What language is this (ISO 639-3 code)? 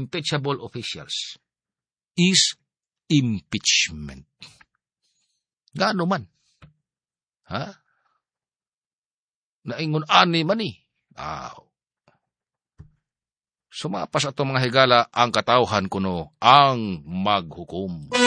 ceb